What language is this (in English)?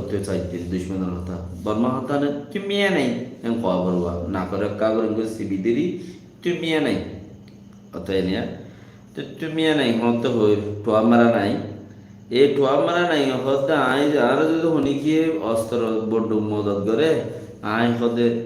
Rohingya